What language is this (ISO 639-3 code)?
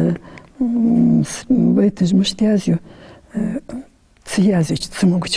inh